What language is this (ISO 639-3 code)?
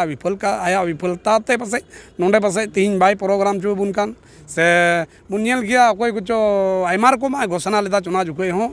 sat